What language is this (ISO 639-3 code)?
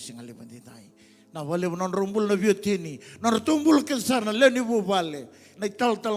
fij